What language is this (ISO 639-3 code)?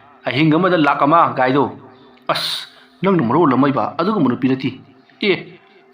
mni